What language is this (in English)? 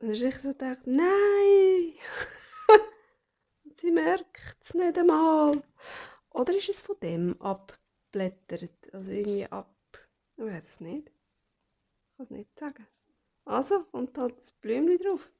Swiss German